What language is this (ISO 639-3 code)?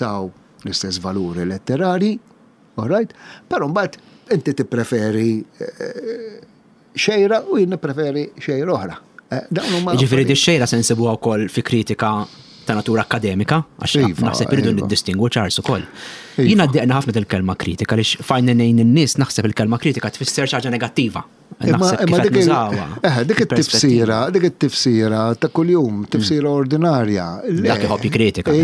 mlt